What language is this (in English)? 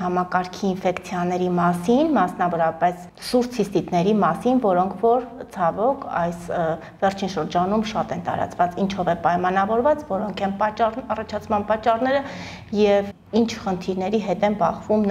Armenian